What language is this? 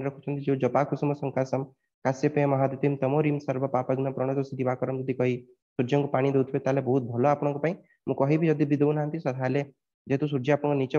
Odia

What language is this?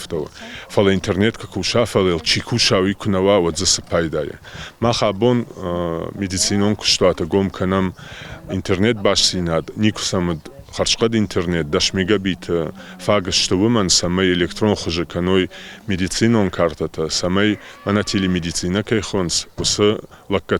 Ossetic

